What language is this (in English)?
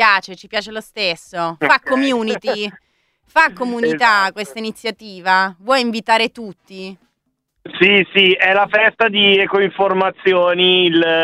Italian